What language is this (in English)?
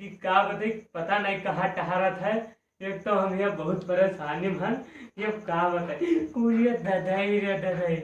Awadhi